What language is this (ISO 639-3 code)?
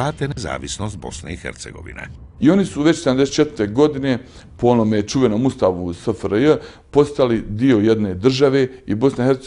bos